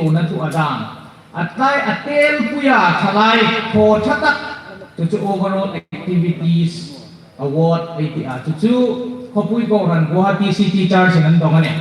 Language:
Hmar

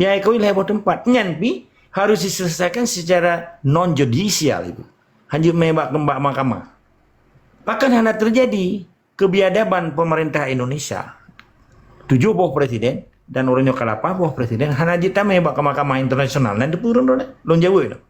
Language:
Achinese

